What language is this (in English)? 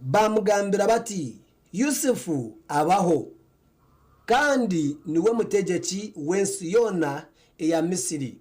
Nyankole